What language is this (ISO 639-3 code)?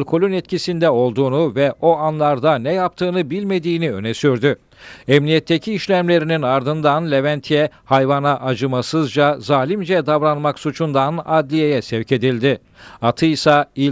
tur